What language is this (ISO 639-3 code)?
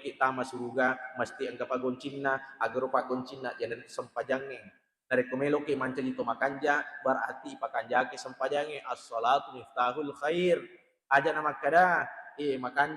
bug